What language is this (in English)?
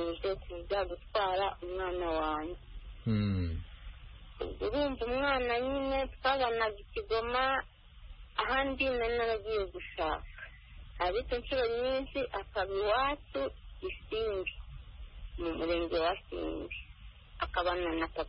Kinyarwanda